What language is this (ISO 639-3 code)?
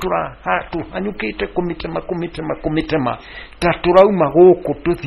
kik